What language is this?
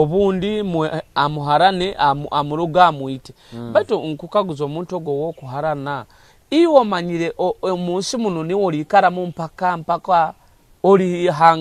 Nyoro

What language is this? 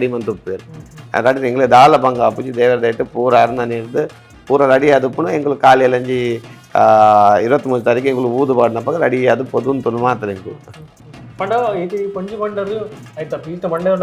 Tulu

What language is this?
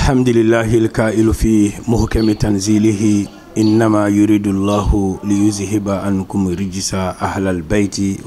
Bambara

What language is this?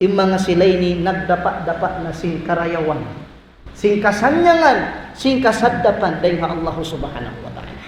Tausug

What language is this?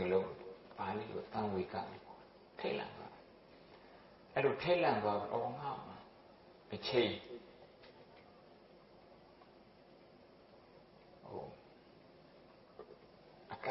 Burmese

